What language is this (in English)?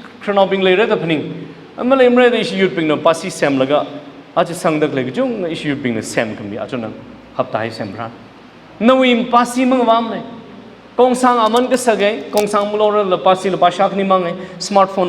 Tangkhul Naga (India)